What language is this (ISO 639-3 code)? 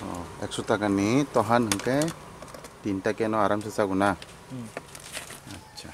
trp